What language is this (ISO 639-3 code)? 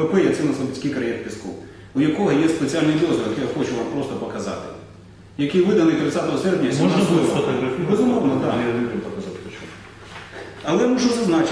ukr